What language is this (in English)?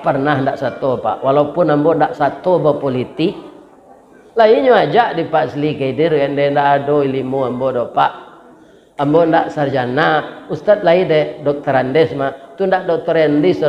Minangkabau